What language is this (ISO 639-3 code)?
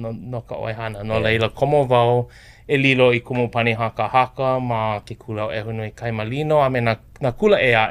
haw